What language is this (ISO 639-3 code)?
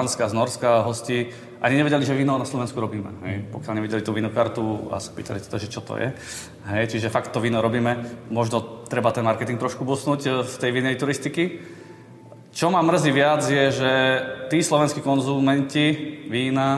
slk